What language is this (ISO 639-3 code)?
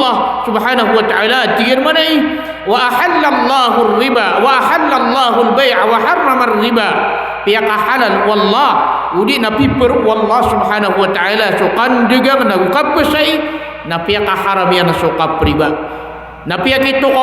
mrw